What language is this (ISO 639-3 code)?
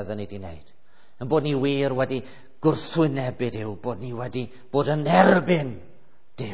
cym